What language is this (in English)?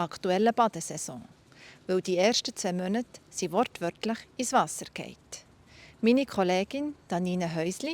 Swiss German